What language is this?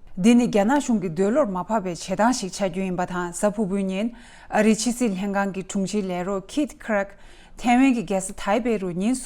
Tibetan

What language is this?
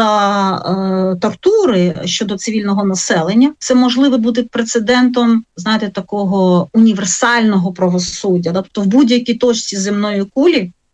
Ukrainian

